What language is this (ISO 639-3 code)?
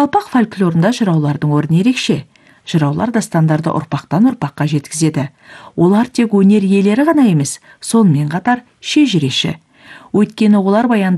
kaz